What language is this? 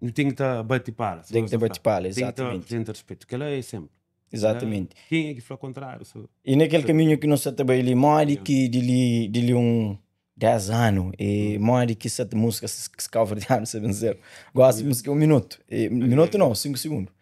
Kabuverdianu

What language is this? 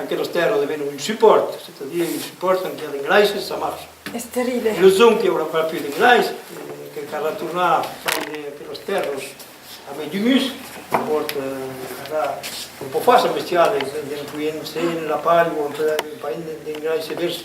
Occitan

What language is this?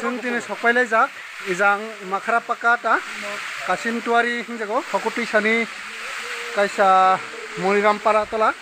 Kok Borok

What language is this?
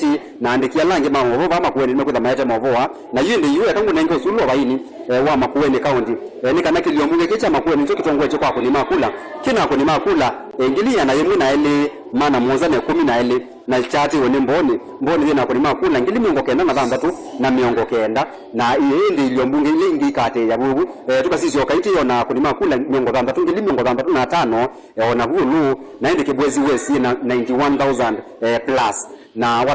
Kamba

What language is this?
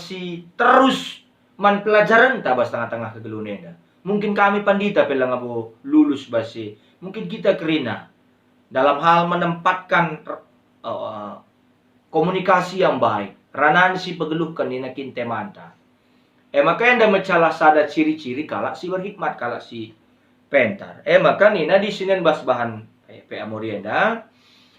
Batak Karo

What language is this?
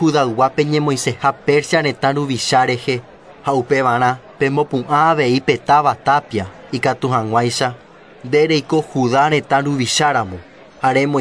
Guarani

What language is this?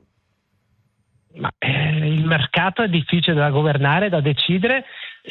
Italian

